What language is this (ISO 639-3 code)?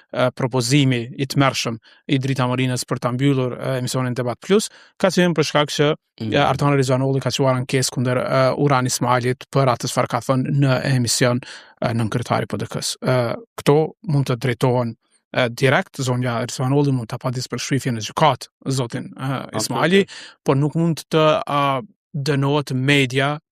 sqi